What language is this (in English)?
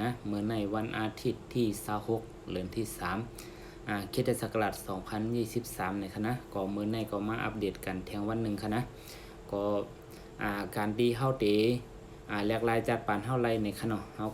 Shan